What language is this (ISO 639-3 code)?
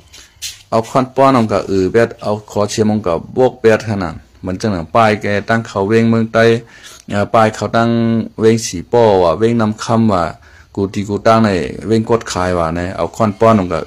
shn